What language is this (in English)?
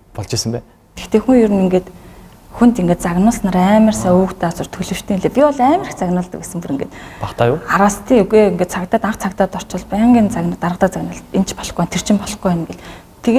Mongolian